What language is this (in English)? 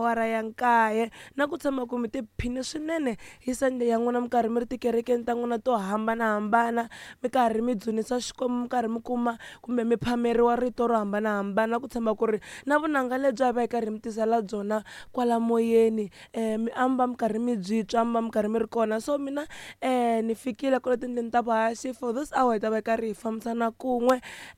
Tsonga